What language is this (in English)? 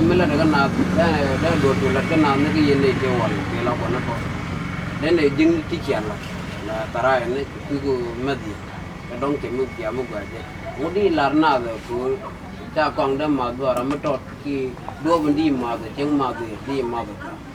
Nuer